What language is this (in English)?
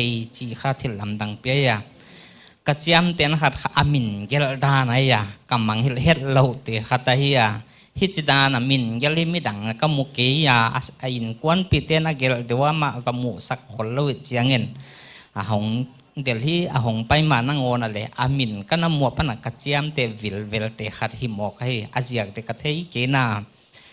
Paite Chin